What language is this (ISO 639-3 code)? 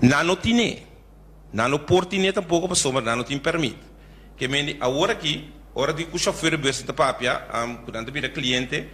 pap